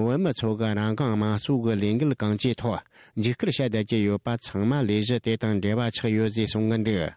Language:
Tibetan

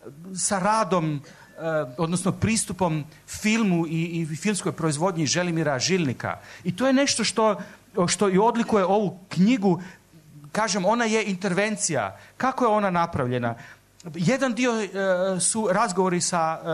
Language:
Serbian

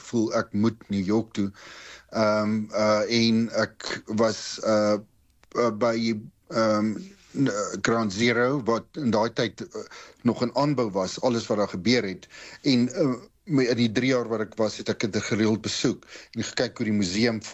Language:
Afrikaans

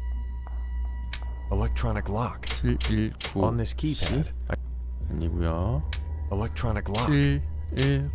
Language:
Korean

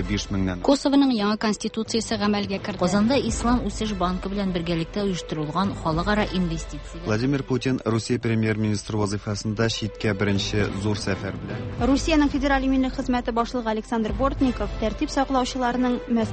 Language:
Tatar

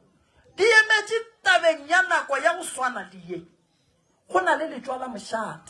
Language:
Northern Sotho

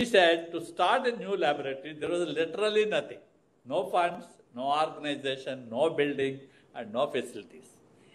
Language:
English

